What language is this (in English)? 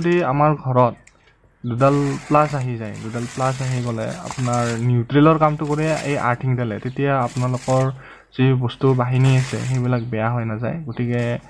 Assamese